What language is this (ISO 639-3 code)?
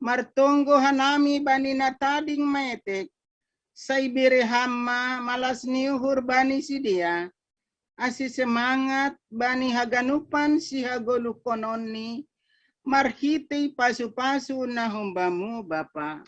bts